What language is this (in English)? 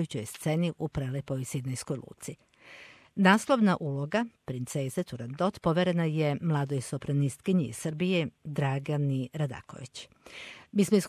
Serbian